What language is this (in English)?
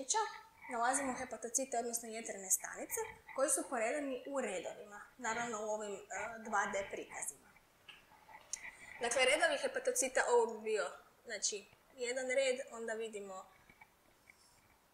Croatian